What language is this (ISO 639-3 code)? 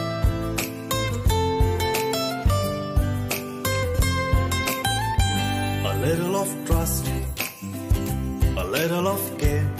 kok